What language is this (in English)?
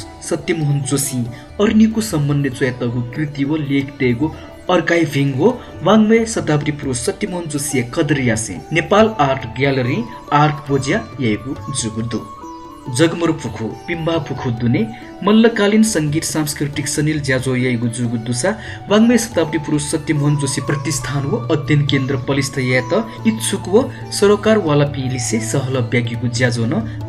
Newari